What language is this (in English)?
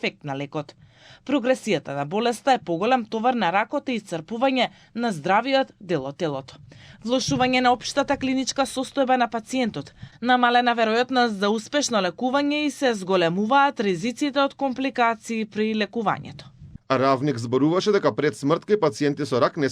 Macedonian